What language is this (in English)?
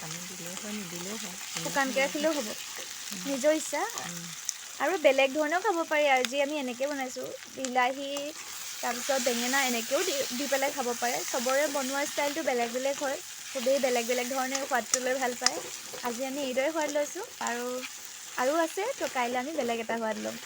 Assamese